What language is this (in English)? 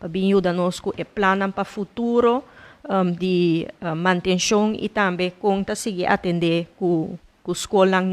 Papiamento